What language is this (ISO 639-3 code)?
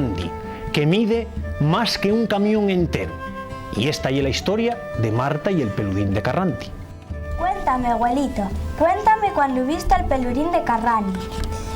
ast